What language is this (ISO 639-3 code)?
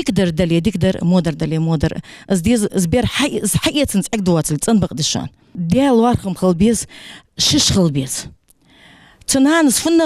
inh